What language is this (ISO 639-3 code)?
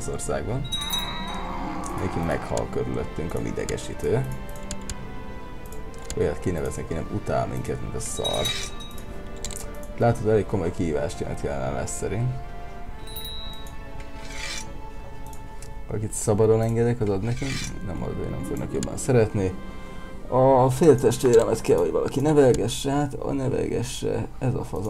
hun